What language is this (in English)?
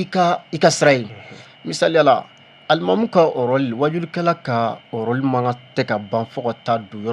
Bambara